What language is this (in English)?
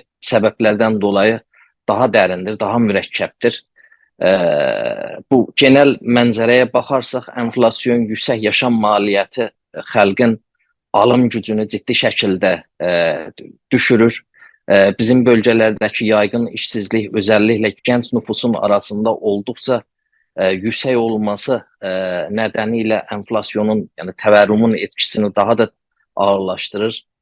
South Azerbaijani